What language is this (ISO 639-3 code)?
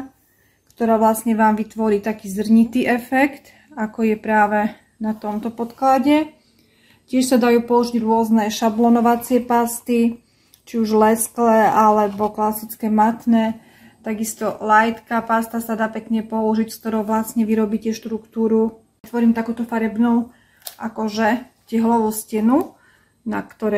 slk